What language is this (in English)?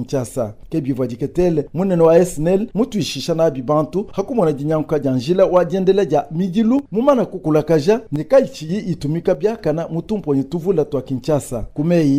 Luba-Lulua